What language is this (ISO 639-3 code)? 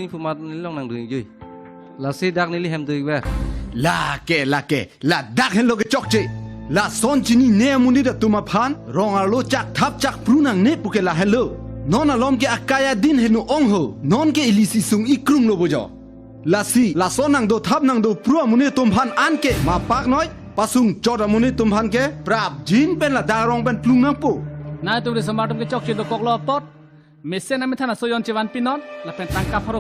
mjw